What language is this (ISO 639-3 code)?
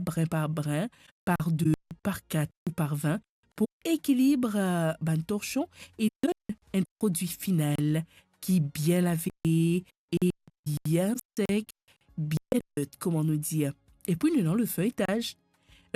mfe